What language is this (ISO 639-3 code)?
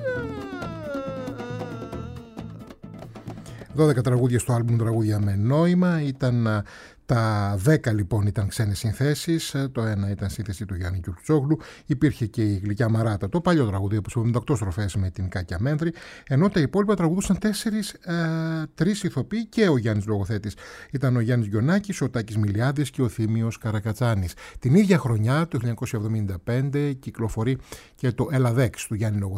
ell